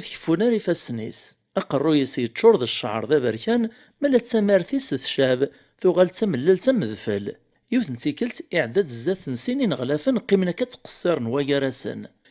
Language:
Kabyle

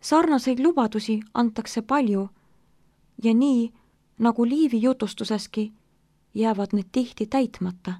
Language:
Estonian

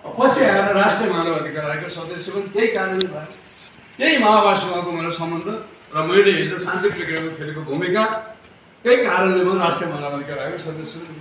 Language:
Nepali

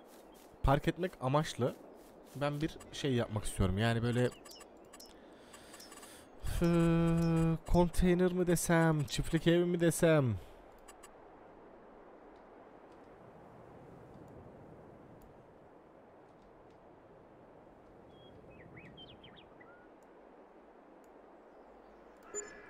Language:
Turkish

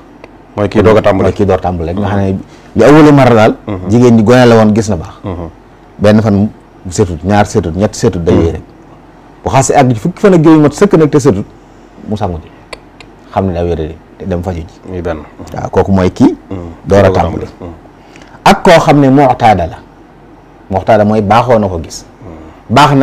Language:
Wolof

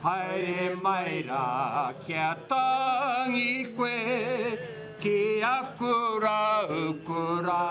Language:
Māori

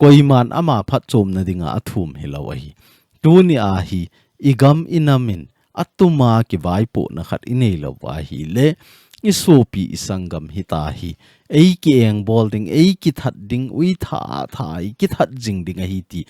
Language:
Thado Chin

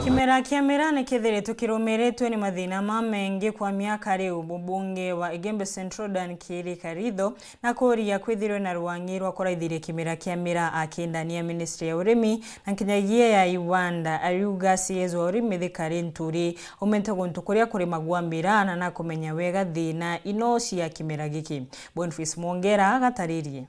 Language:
Meru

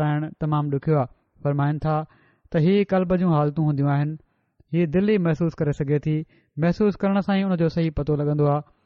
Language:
Sindhi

